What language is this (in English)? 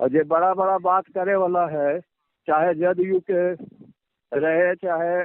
Magahi